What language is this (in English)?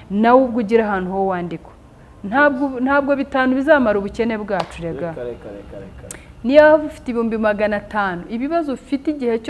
Kinyarwanda